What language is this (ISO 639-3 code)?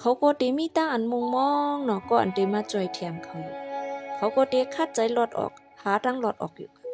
shn